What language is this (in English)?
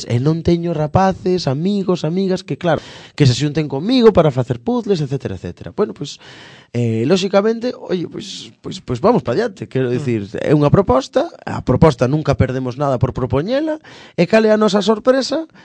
Galician